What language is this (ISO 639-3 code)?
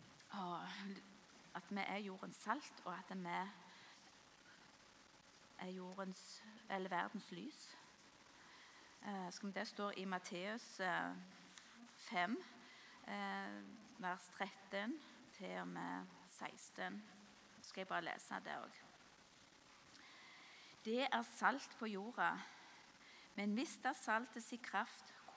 nor